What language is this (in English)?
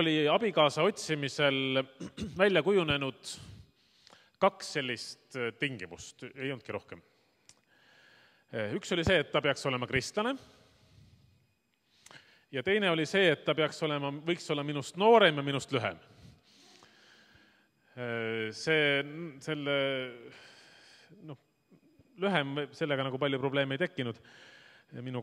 Estonian